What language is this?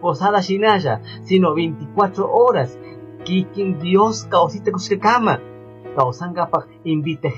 Chimborazo Highland Quichua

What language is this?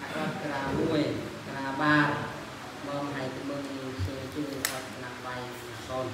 Eastern Bru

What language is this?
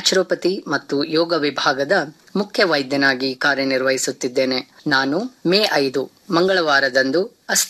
Kannada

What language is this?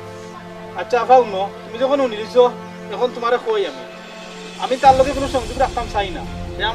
Sylheti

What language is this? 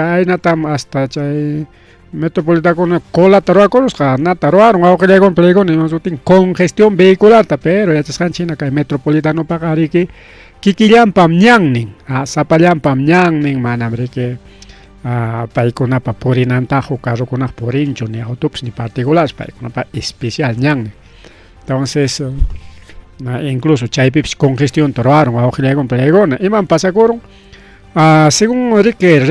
Ayacucho Quechua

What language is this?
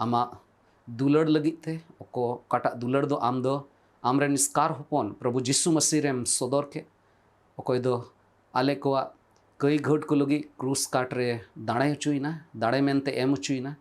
Santali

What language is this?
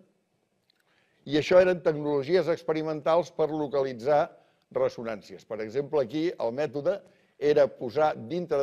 Catalan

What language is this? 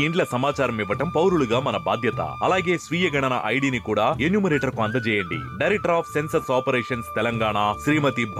Telugu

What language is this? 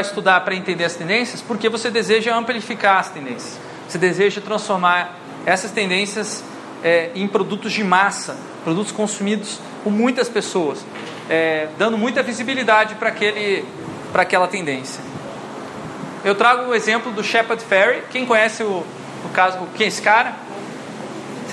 Portuguese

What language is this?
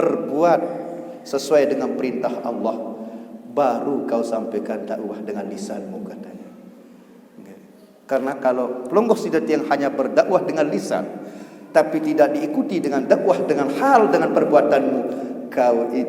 Sasak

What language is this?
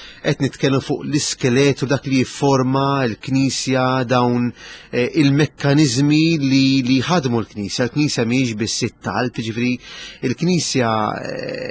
Maltese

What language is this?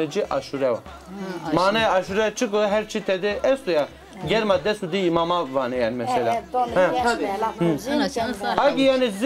Zaza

